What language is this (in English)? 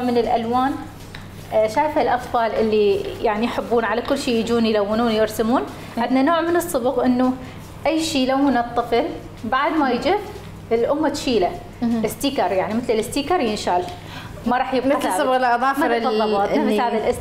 Mesopotamian Arabic